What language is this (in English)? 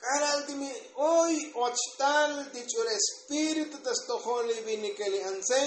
Tzotzil